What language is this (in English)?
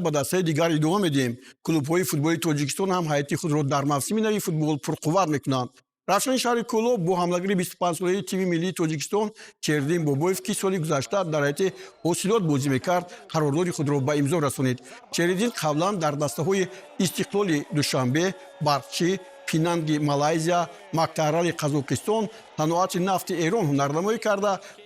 Tajik